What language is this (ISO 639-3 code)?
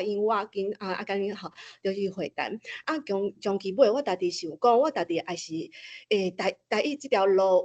nan